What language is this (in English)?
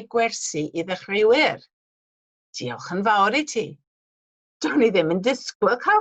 Welsh